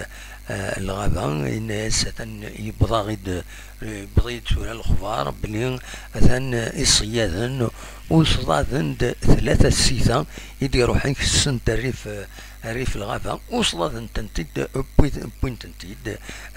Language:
Kabyle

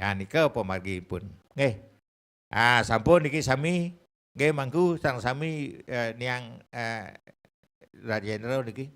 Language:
Balinese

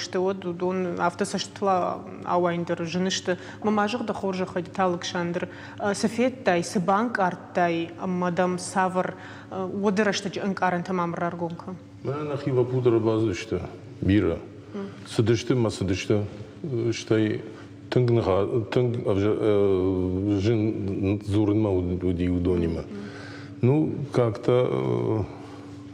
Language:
Ossetic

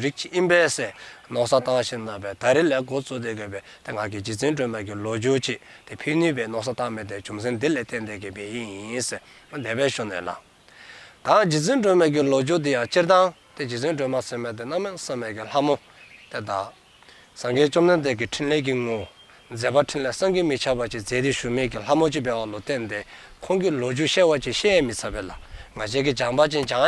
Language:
Dzongkha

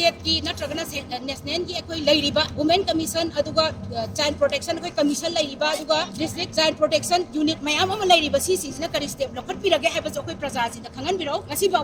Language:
Manipuri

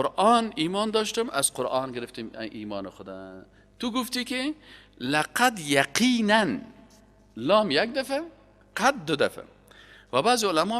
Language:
Persian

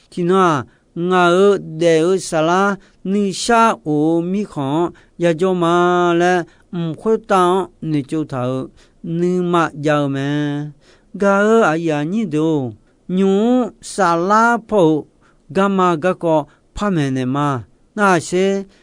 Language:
Akha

